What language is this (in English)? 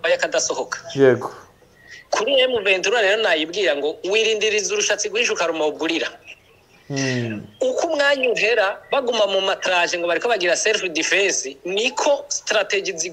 Kinyarwanda